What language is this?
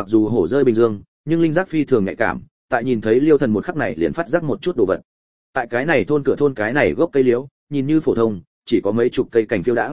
Vietnamese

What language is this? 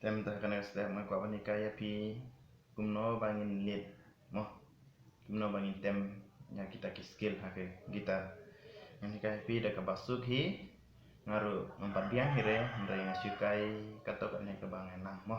Khasi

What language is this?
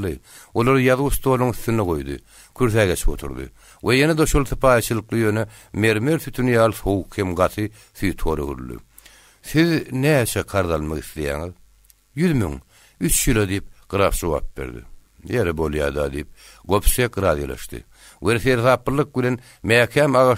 Turkmen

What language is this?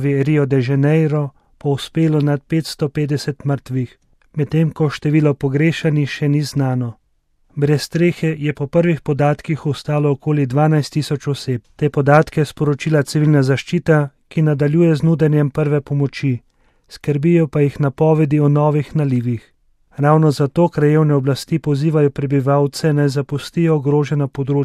Slovenian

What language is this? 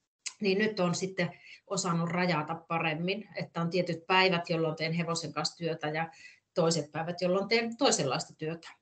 Finnish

